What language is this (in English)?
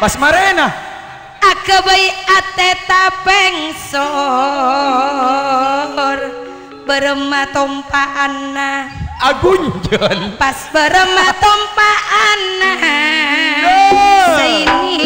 Madurese